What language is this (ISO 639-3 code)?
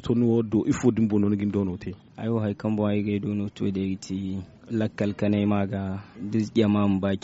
dje